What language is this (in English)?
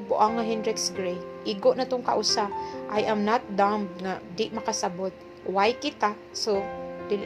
Cebuano